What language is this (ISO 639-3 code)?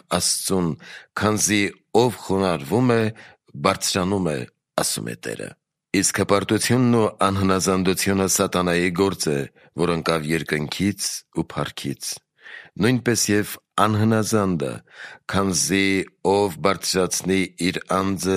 hye